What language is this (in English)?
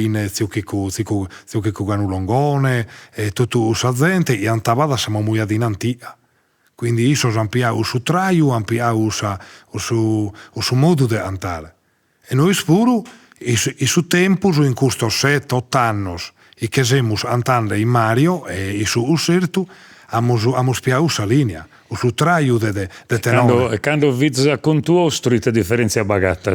Sardinian